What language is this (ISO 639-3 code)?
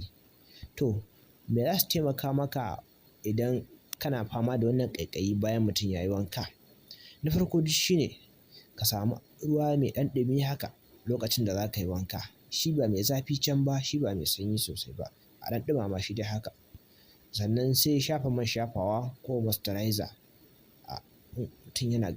hau